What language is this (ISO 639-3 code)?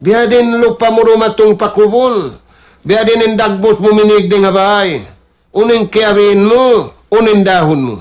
tsg